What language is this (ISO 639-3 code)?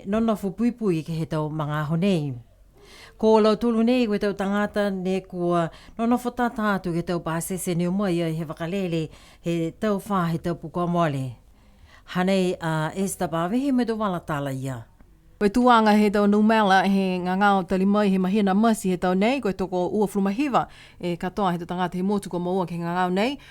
niu